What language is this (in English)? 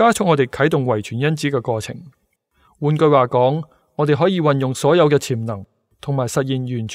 Cantonese